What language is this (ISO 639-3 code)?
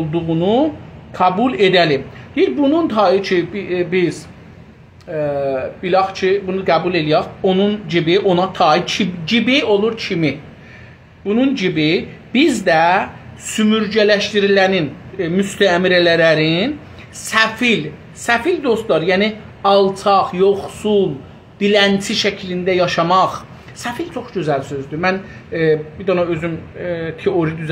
azb